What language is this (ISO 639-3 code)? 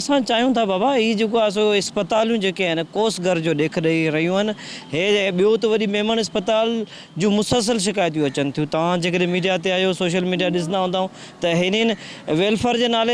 snd